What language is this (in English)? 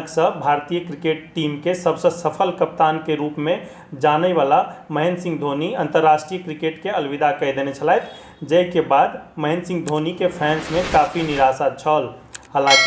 Maithili